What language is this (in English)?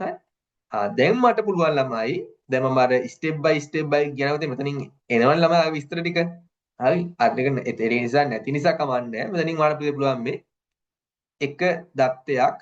Sinhala